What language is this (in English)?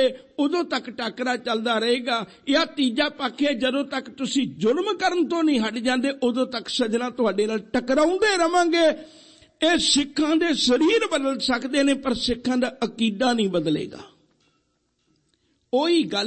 Punjabi